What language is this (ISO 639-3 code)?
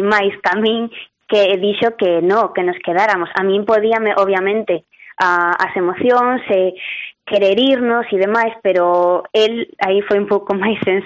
glg